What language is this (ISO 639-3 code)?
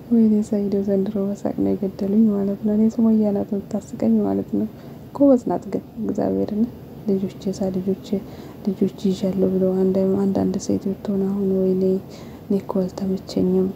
amh